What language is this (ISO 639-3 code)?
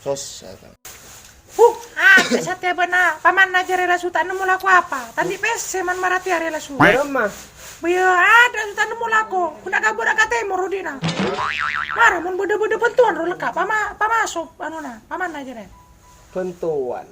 mad